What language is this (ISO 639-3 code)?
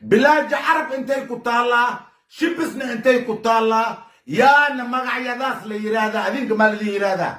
som